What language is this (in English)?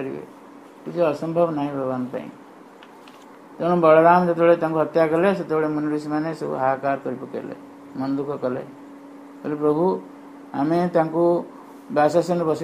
Odia